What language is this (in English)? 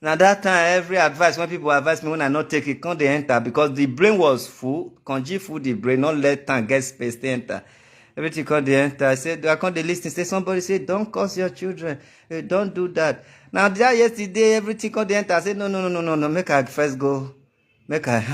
Nigerian Pidgin